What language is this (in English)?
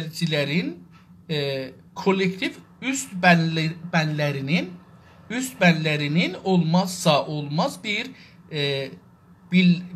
South Azerbaijani